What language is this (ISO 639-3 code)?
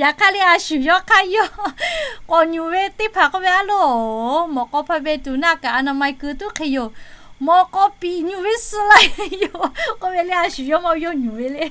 lhu